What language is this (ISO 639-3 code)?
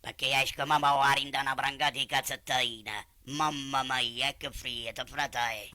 nap